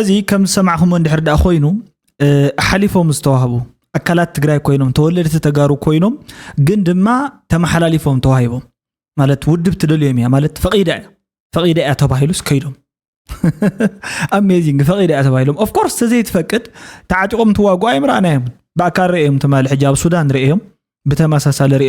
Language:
Tigrinya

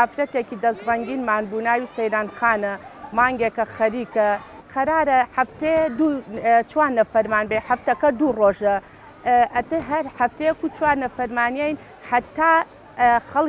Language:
Central Kurdish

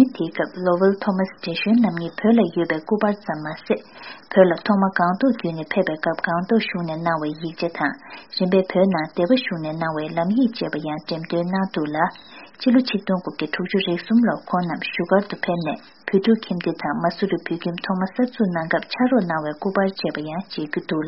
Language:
Tibetan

